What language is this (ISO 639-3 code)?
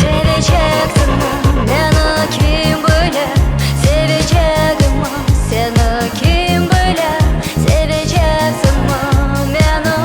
crh